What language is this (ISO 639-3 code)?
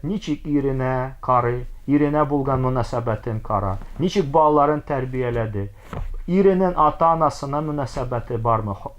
tat